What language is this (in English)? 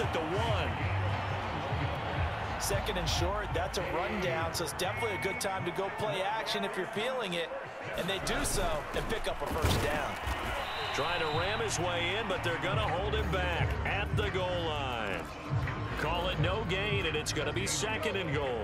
English